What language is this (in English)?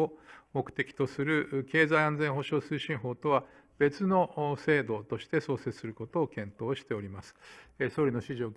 Japanese